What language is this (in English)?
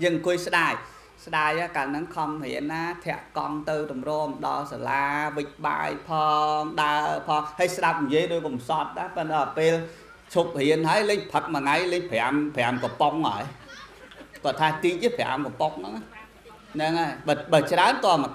Khmer